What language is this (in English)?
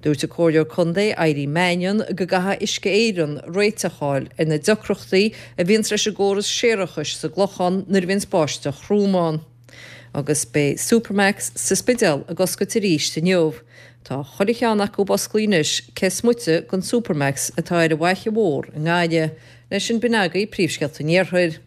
Irish